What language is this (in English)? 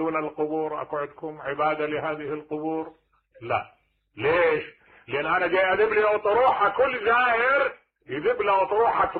Mesopotamian Arabic